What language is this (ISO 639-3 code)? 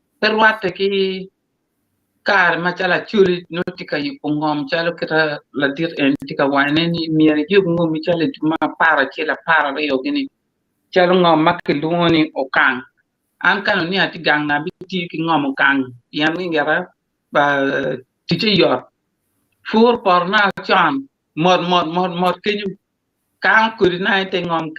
ach